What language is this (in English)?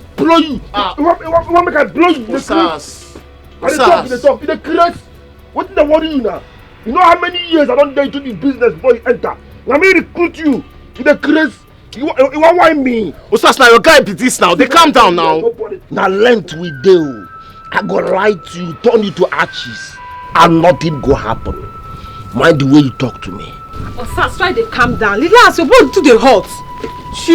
Nigerian Pidgin